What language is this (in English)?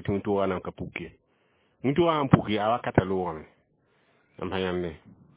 Mossi